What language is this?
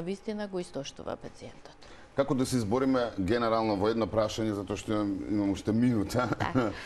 Macedonian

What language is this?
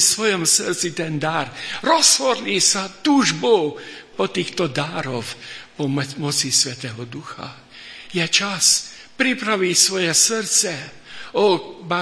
Slovak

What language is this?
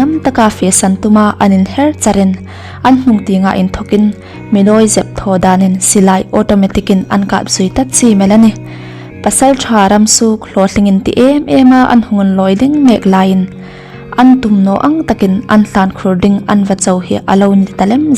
Hmar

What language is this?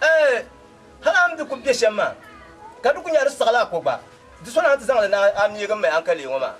Dagbani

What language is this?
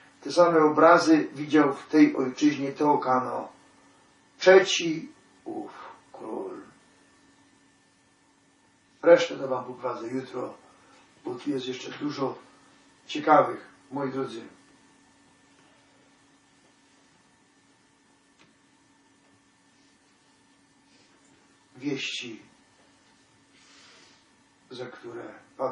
Polish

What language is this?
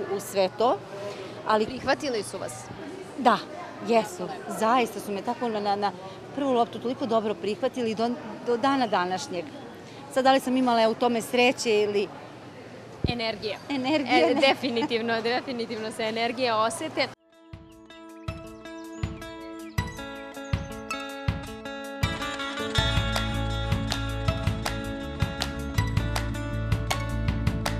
Serbian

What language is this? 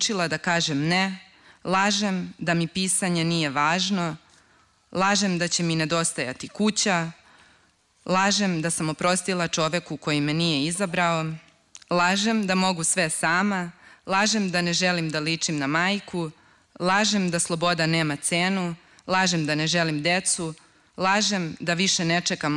Serbian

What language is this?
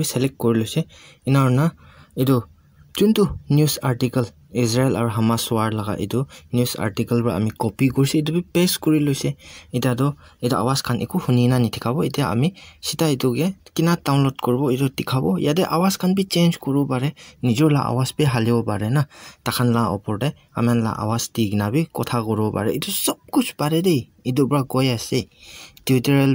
Naga Pidgin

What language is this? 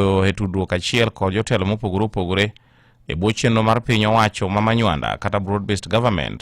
Luo (Kenya and Tanzania)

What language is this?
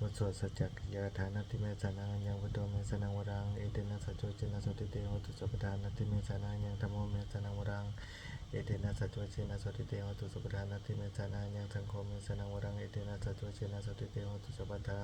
Pali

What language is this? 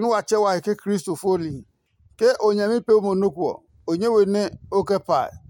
Adangme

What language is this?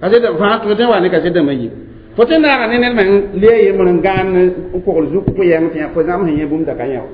Mossi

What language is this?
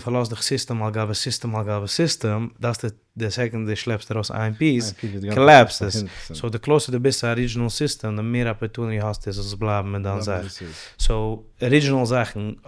Yiddish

